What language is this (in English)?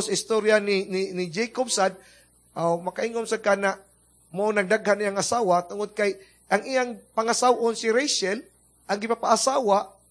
Cebuano